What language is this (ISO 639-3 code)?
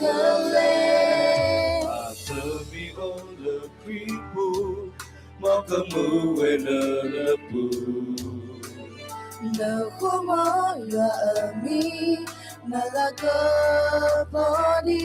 ksw